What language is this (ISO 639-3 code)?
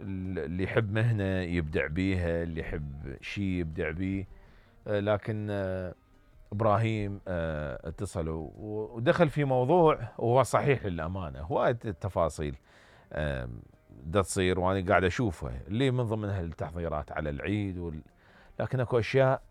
acm